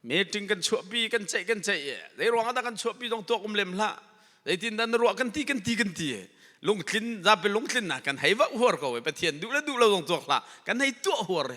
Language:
Hakha Chin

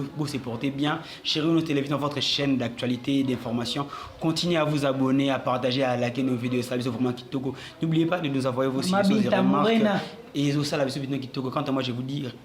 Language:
Lingala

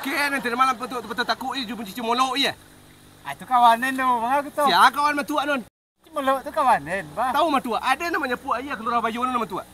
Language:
Minangkabau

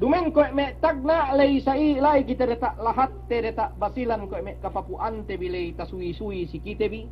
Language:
Yakan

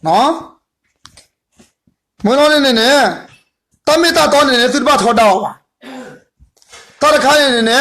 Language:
S'gaw Karen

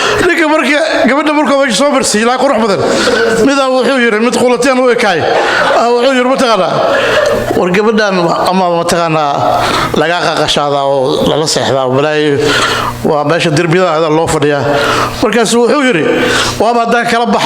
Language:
Somali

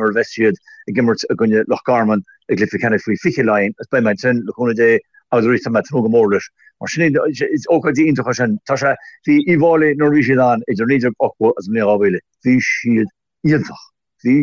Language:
Irish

